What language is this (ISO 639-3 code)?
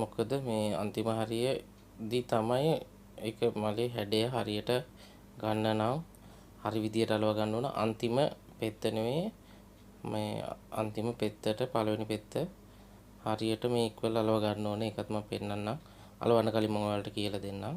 sin